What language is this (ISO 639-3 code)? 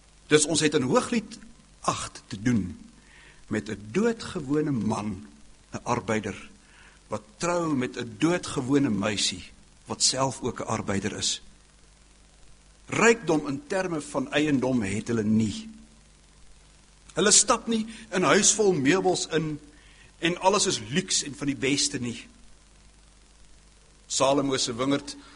afr